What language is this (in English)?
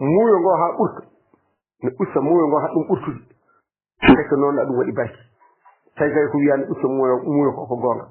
Fula